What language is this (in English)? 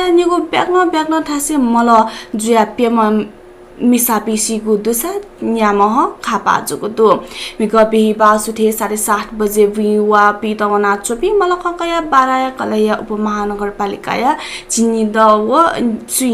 Newari